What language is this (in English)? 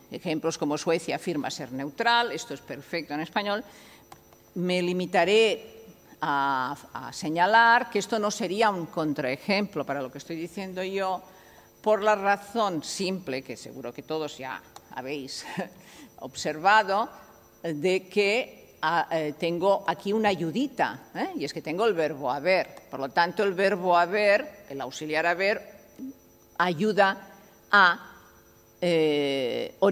Spanish